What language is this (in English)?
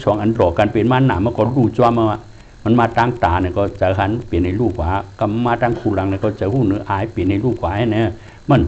Shan